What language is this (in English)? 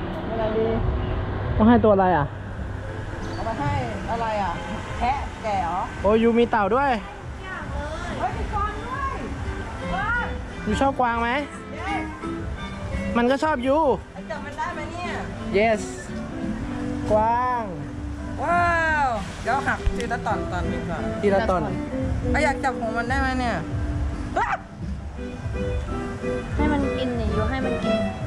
Thai